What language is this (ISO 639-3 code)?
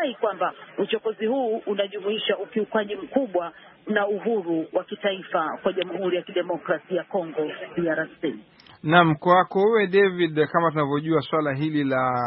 swa